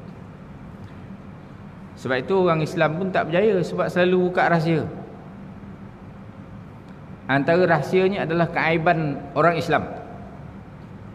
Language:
Malay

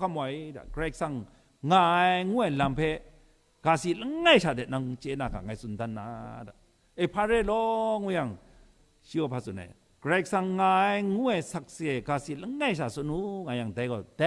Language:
Kachin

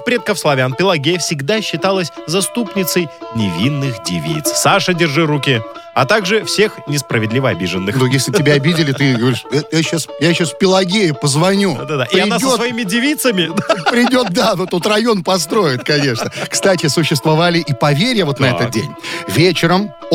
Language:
Russian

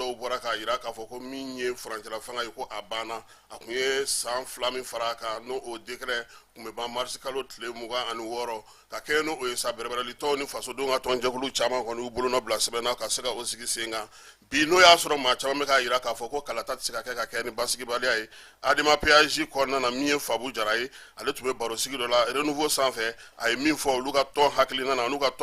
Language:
Bambara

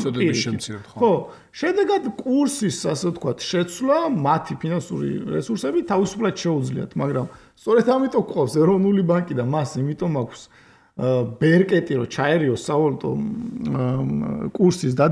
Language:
Georgian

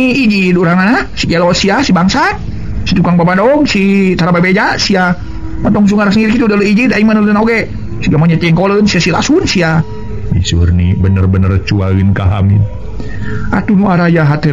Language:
Sundanese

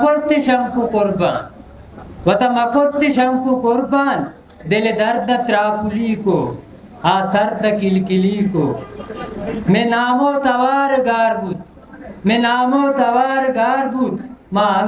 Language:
Eastern Balochi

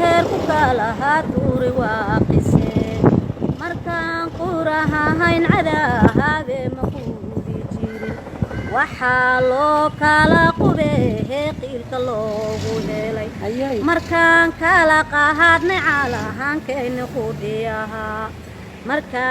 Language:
Somali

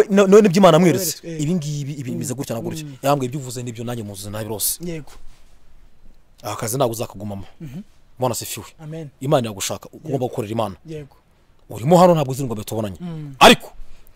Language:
Kinyarwanda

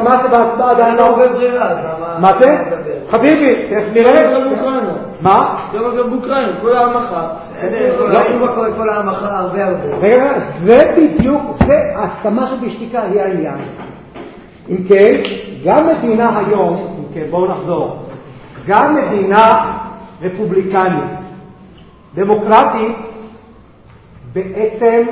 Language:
Hebrew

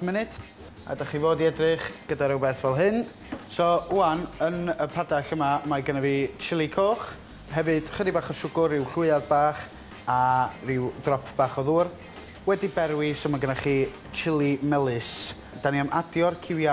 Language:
Welsh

